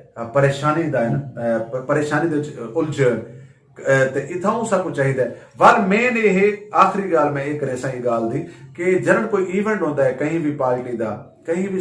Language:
Saraiki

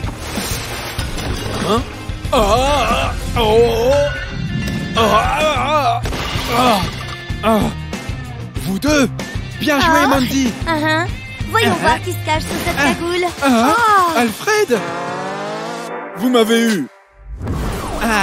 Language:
French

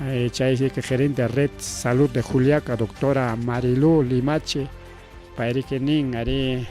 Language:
Ayacucho Quechua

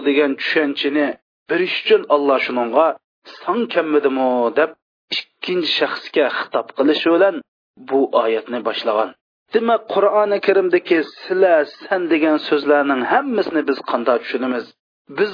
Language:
Uyghur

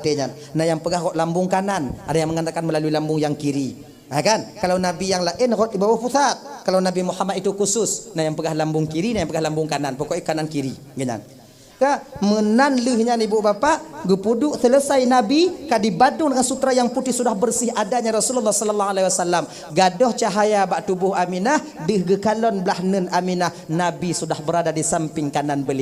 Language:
Achinese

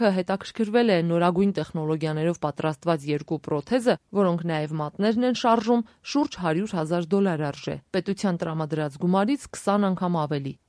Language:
Armenian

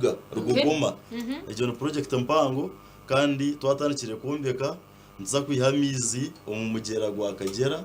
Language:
Nyankole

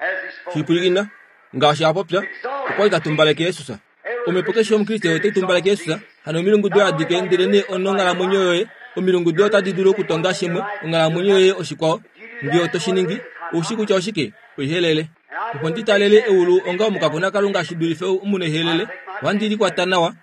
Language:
Kuanyama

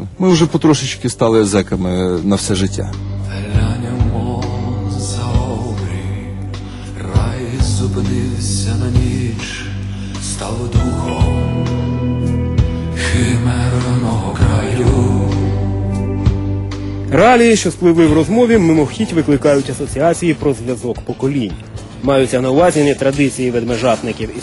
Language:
Ukrainian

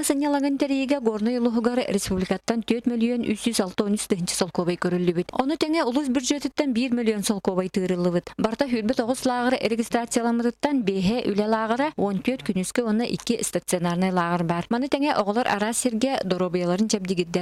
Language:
Yakut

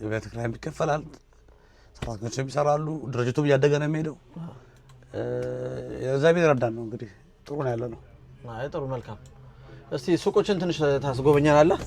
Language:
Amharic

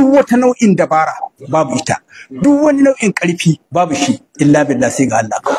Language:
Hausa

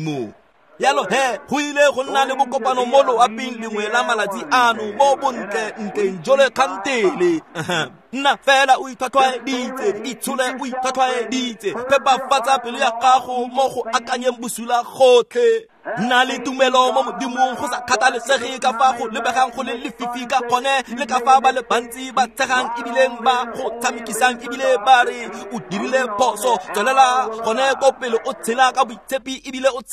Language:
Tswana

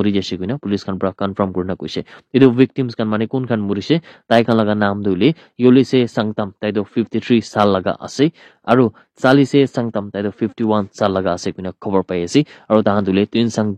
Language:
Naga Pidgin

